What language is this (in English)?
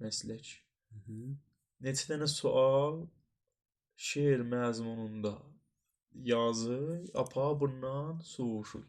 South Azerbaijani